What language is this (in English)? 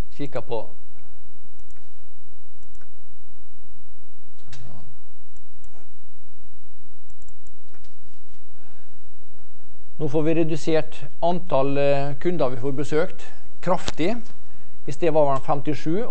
Norwegian